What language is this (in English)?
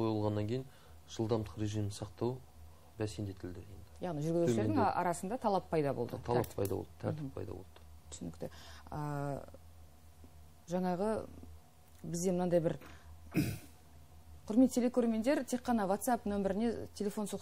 Kazakh